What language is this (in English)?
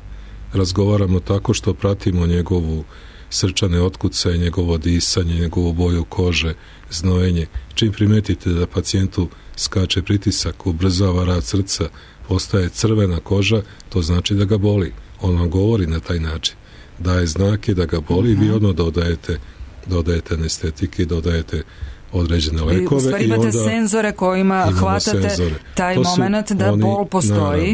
Serbian